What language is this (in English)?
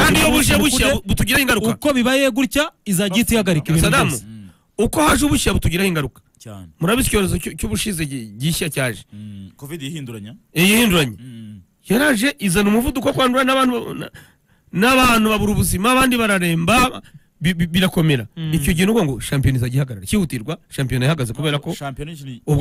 Kinyarwanda